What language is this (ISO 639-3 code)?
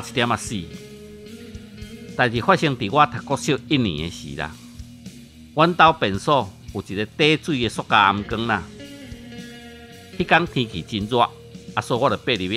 nan